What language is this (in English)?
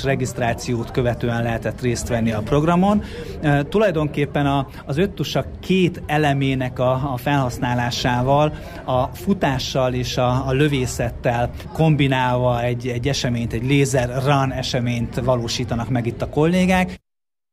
Hungarian